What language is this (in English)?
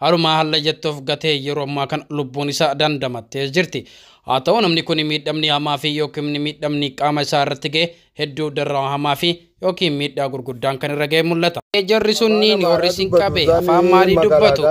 Oromo